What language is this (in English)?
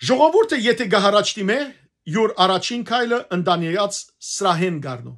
Western Armenian